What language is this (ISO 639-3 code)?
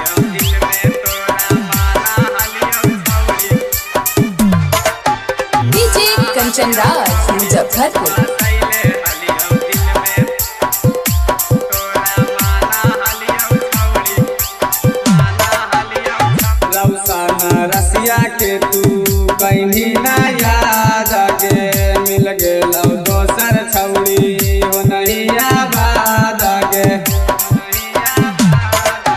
mag